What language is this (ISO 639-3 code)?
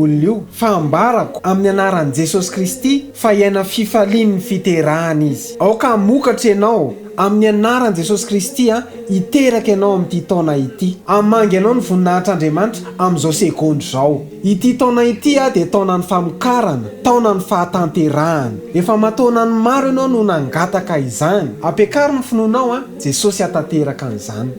mlg